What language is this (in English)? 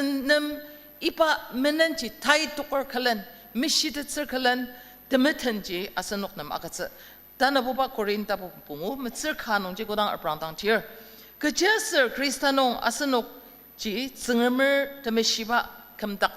Ao Naga